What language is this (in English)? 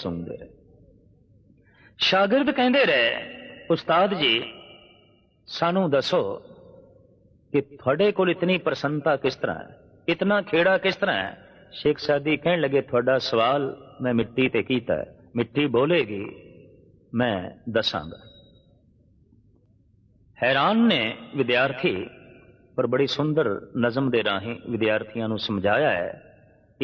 Punjabi